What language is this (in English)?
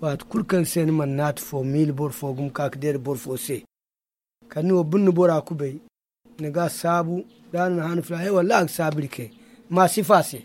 Zarma